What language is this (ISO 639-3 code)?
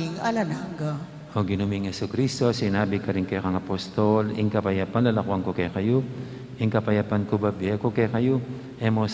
pam